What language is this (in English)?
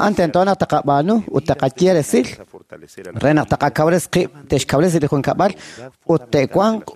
Kekchí